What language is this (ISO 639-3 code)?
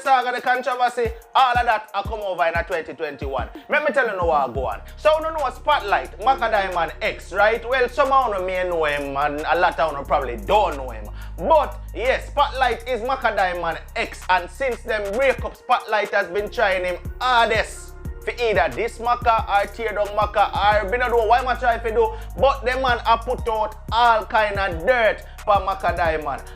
jam